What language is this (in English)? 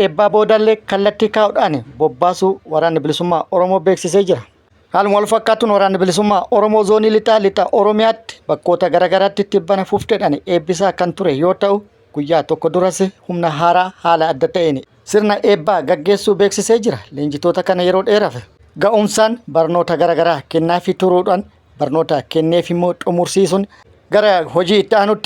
Oromo